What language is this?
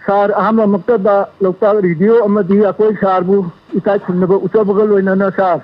Manipuri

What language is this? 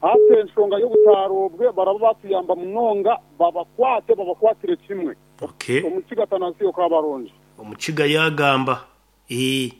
Nyoro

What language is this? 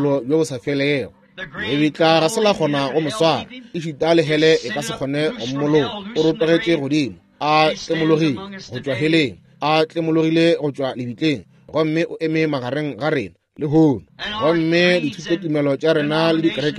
Northern Sotho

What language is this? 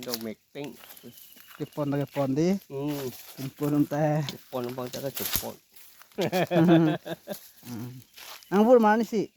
Karbi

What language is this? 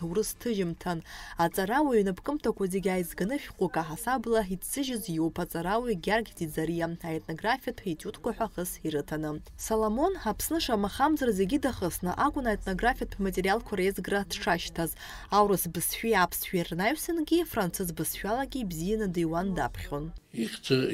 Abkhazian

